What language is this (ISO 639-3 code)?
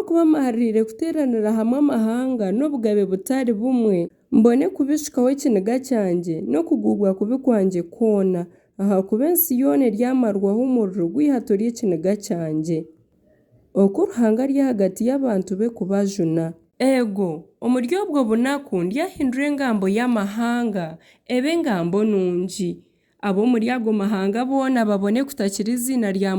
nyn